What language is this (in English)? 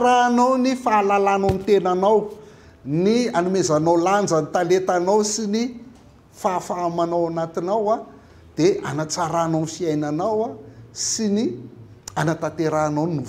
Malagasy